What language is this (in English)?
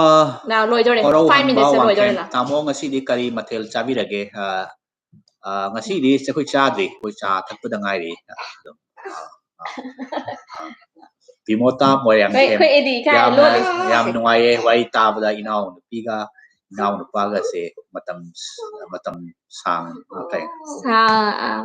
Manipuri